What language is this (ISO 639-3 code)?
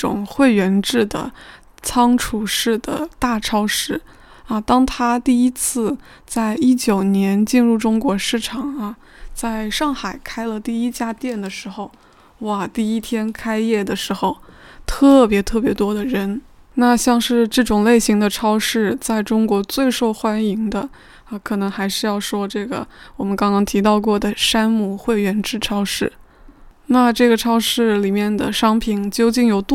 zho